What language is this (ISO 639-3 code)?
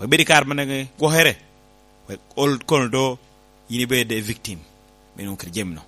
laj